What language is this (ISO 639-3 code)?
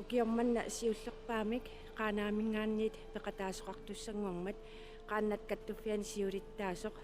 kal